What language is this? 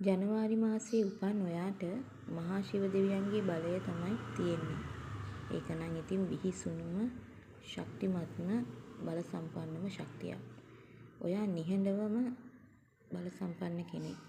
Sinhala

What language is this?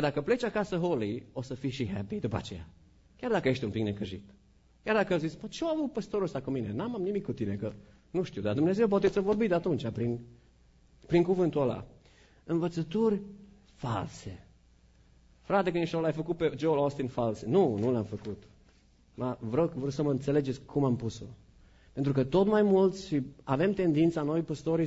Romanian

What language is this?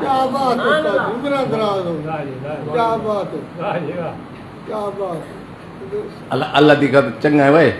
Saraiki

